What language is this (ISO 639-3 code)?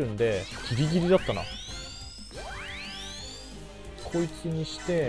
jpn